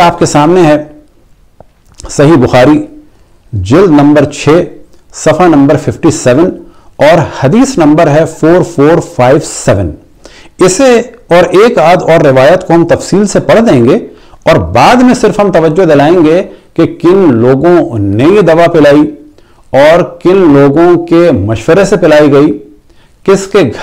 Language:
Urdu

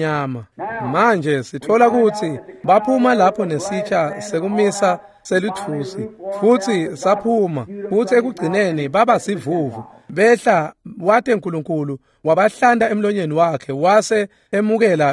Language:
Swati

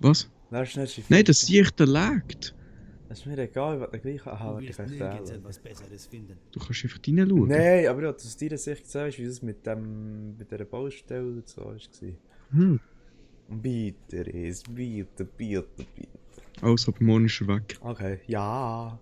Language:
Swiss German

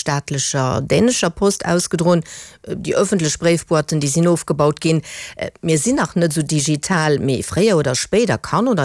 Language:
Luxembourgish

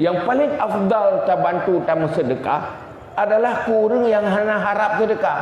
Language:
Achinese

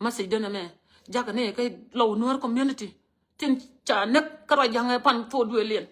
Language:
Nuer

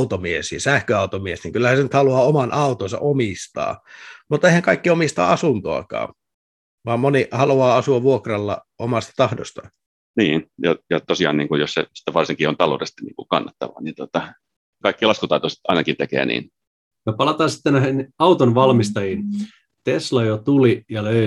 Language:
Finnish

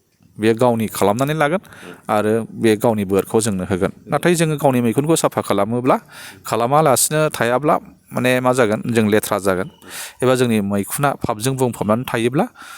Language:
Bodo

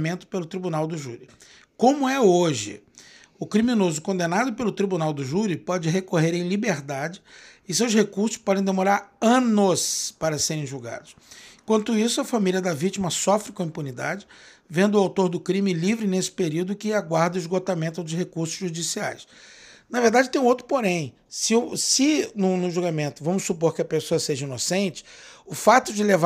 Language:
Portuguese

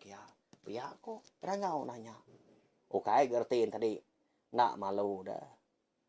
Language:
Iban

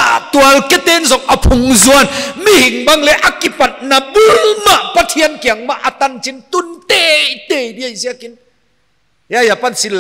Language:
Paite Chin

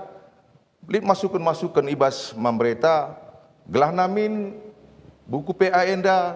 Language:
Batak Karo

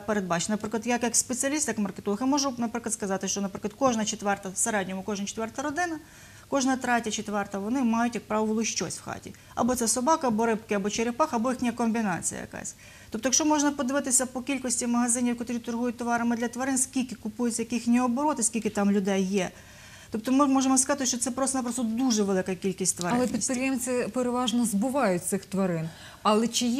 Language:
Ukrainian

